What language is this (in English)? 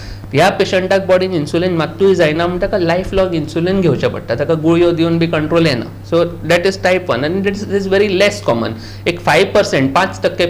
Konkani